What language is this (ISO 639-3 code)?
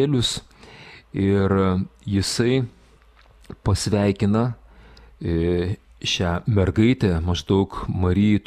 lit